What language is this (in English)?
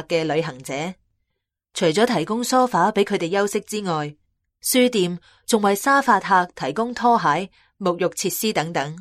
Cantonese